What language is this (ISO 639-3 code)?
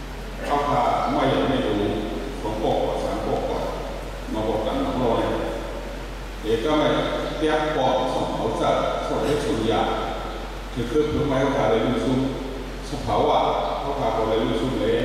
tha